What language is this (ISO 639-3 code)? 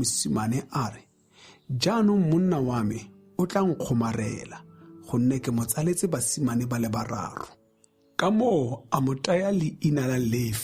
tsn